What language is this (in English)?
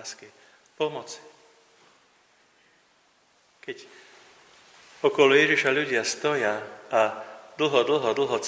Slovak